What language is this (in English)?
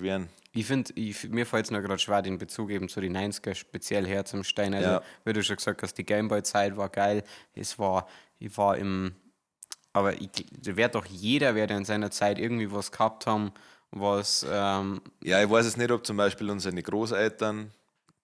Bavarian